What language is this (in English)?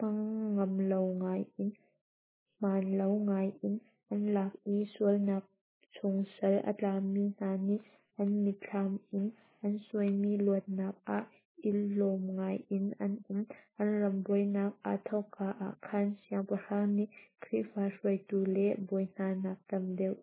Hakha Chin